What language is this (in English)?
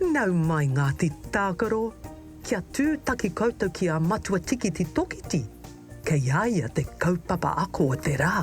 Māori